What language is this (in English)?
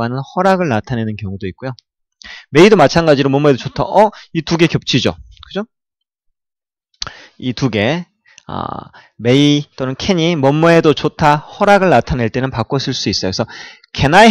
Korean